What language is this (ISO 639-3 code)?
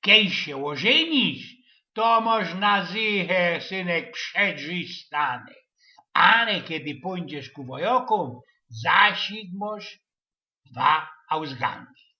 szl